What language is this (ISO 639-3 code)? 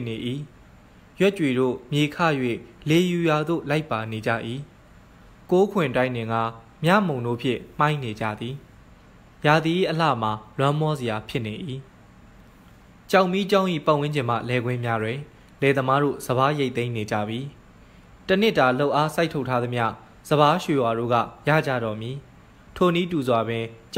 mya